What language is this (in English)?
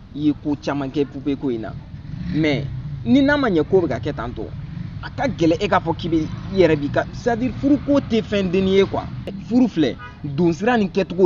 Bambara